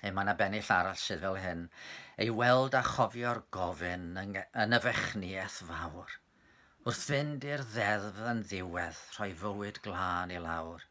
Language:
Welsh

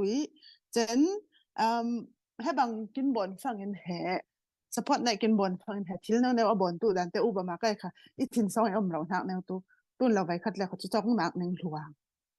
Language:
Falam Chin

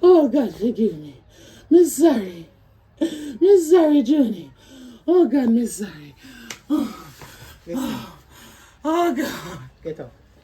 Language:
Jamaican Creole English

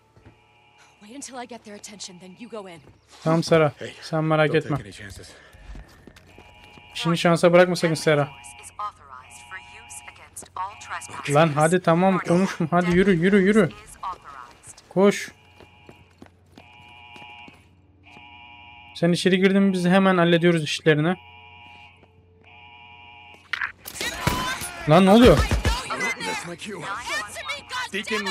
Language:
Turkish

